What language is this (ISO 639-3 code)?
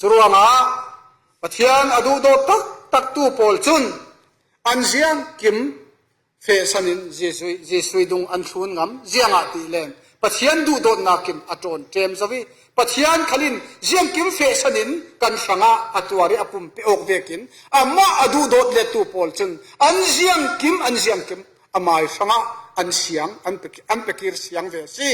cfm